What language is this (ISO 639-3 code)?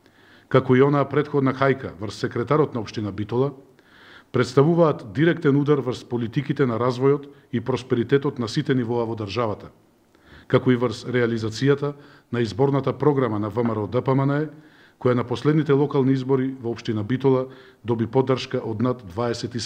mkd